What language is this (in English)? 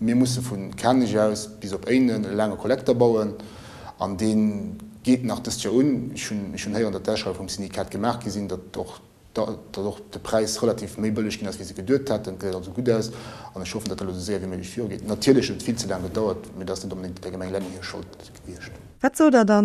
Luxembourgish